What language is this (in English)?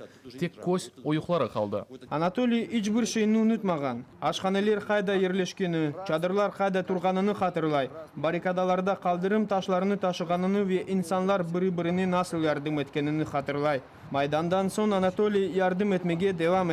Crimean Tatar